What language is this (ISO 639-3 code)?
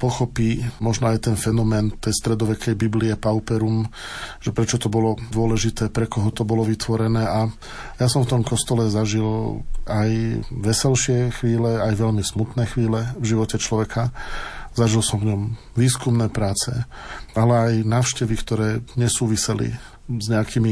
slk